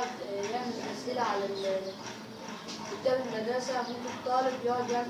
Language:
Egyptian Arabic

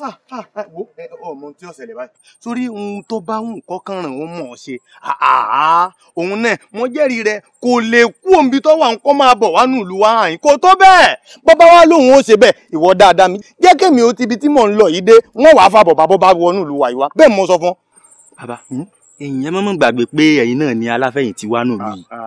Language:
Yoruba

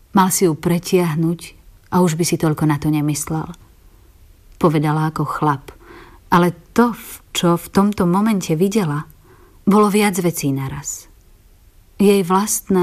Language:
Slovak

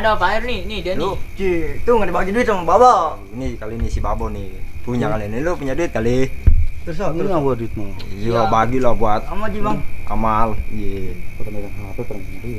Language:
Betawi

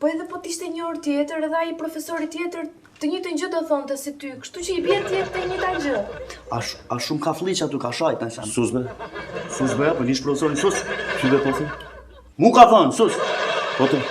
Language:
Albanian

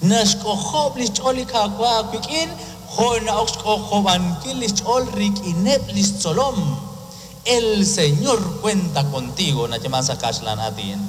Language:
Kekchí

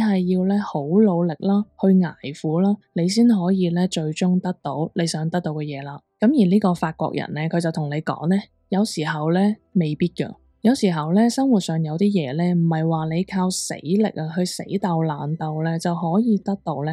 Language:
Cantonese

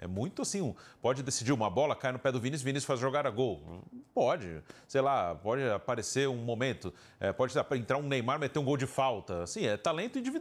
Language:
Portuguese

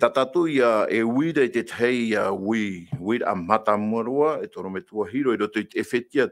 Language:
Tahitian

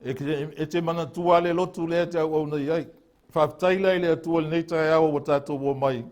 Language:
Samoan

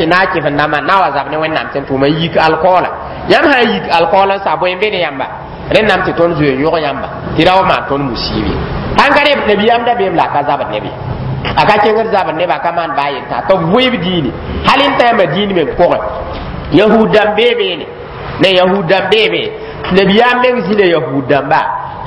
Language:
Mossi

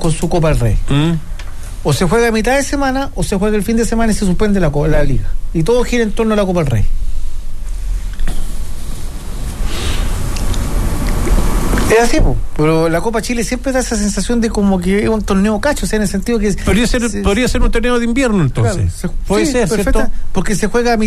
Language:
Spanish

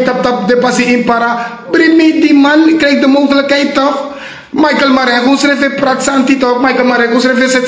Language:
Sranan Tongo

